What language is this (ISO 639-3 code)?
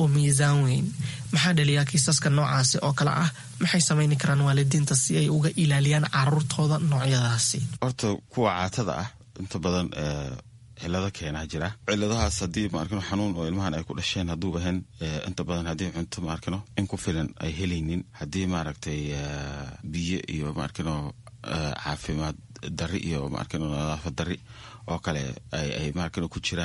som